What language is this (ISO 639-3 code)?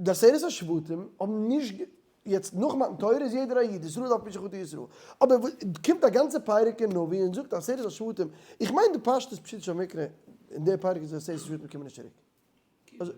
yid